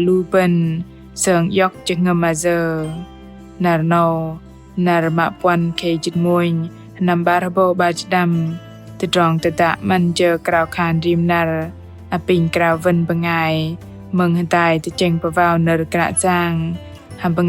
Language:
Bahnar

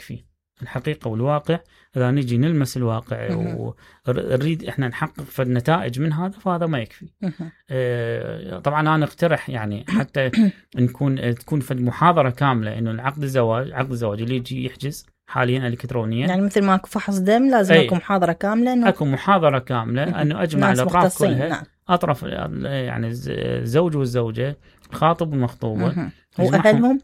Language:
Mesopotamian Arabic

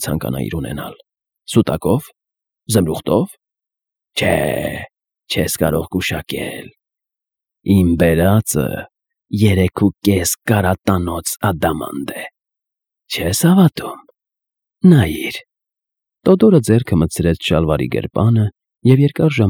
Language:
Armenian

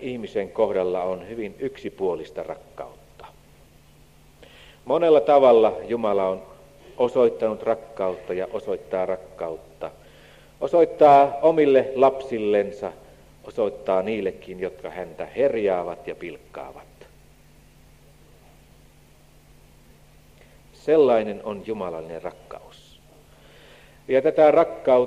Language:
Finnish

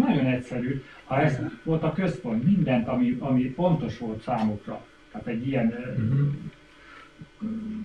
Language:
Hungarian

